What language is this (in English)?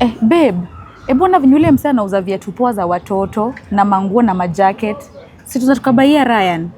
Swahili